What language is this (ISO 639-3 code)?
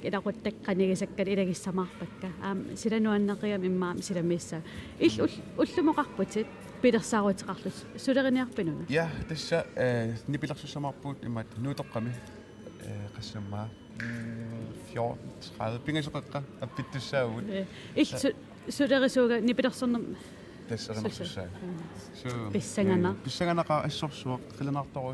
kal